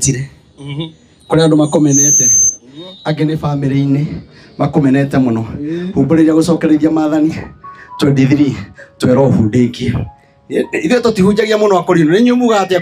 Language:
Kikuyu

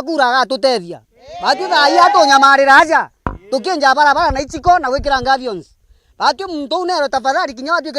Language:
Meru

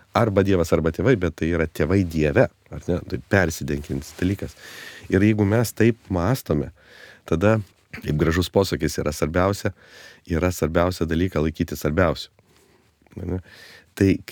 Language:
Lithuanian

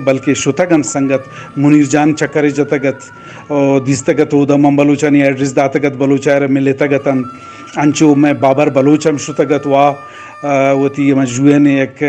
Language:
Eastern Balochi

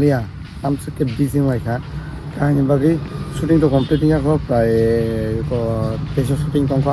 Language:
Kok Borok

